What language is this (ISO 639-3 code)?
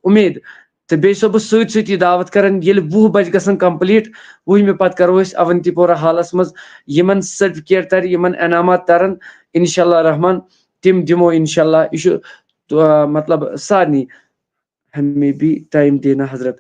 kas